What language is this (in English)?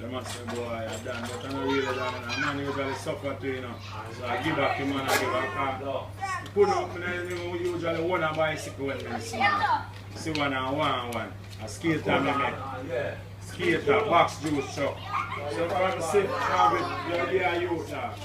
Jamaican Creole English